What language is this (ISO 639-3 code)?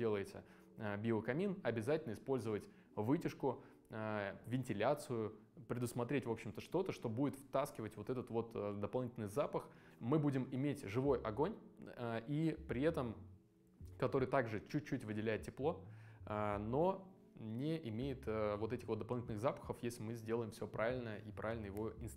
rus